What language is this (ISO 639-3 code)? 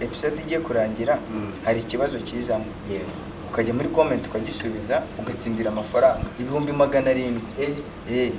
kin